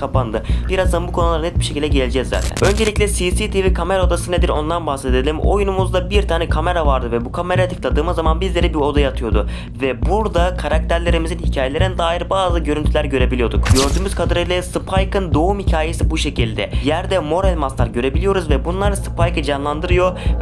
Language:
Turkish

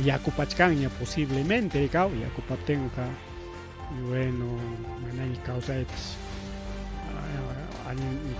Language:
Ayacucho Quechua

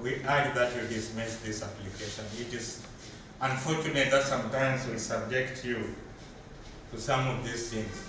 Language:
Kamba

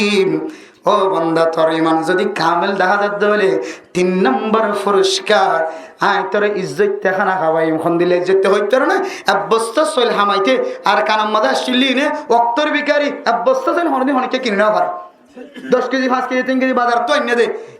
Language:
Rohingya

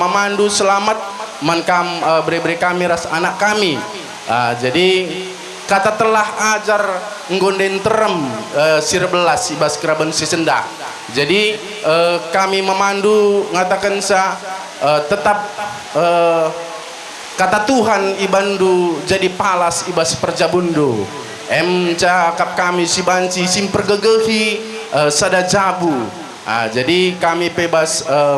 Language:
Batak Karo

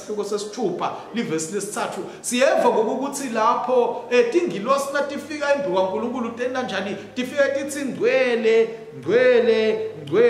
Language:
Swati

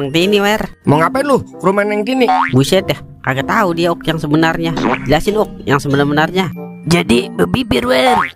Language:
Betawi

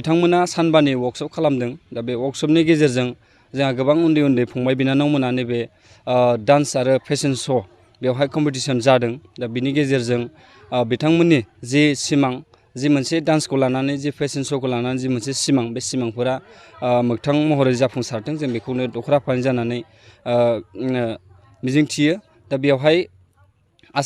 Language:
Bodo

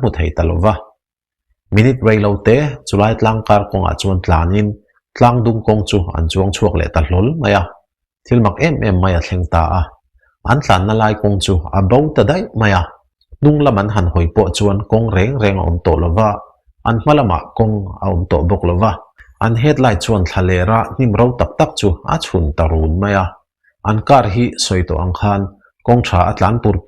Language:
Mizo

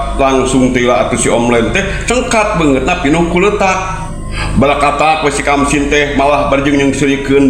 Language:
Sundanese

